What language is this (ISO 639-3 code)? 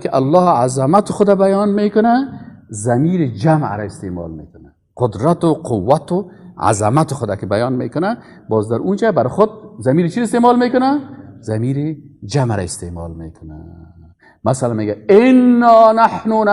fas